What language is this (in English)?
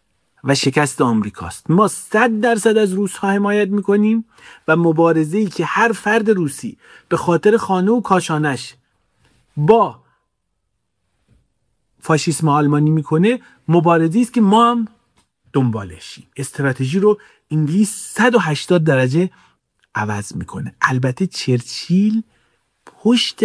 Persian